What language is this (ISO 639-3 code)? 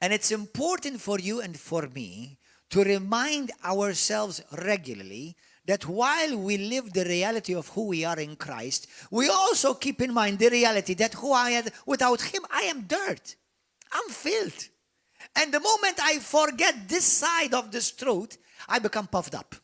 eng